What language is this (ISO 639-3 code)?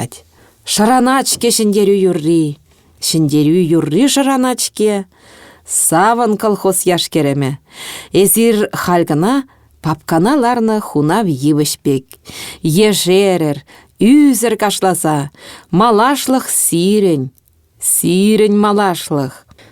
chv